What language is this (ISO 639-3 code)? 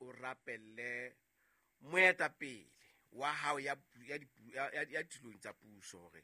sot